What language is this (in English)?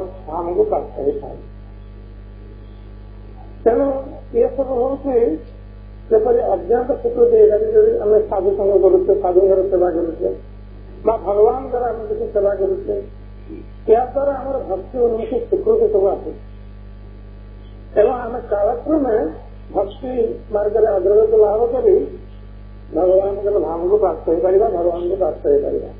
Odia